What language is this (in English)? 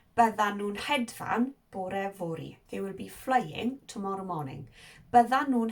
Welsh